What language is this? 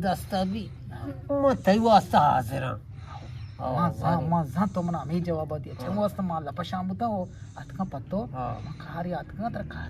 Eastern Balochi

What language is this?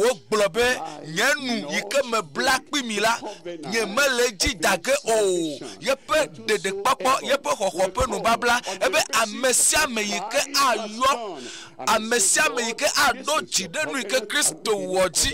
Ewe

